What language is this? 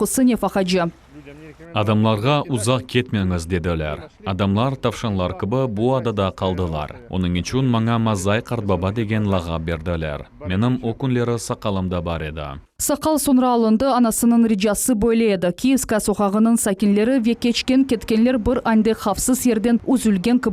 Crimean Tatar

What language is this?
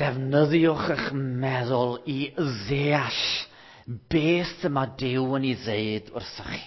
Welsh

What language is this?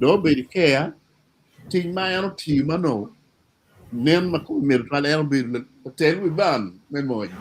Acoli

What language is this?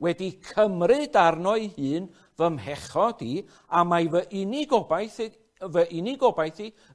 Welsh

